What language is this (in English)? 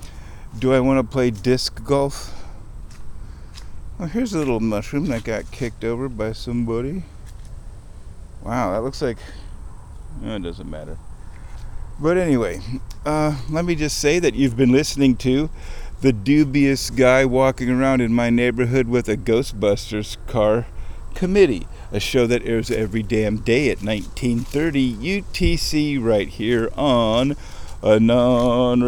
English